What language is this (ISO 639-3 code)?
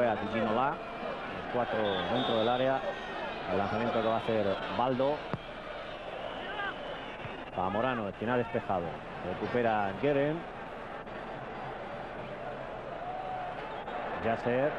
spa